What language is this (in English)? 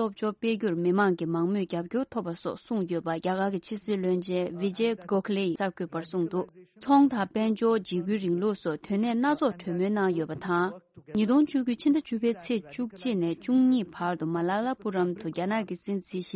Tibetan